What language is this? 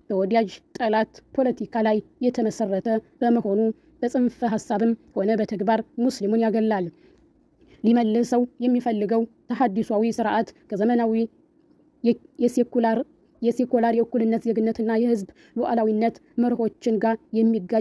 Amharic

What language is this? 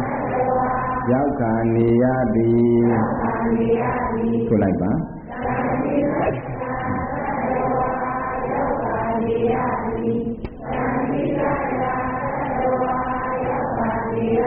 Burmese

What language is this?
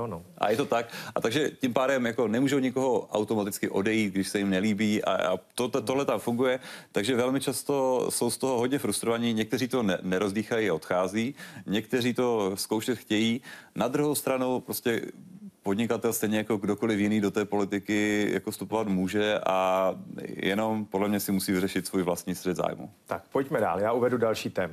Czech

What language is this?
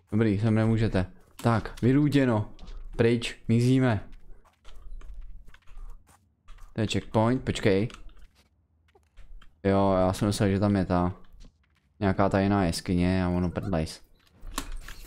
Czech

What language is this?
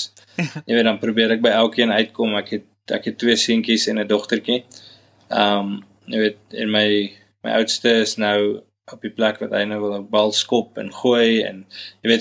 Afrikaans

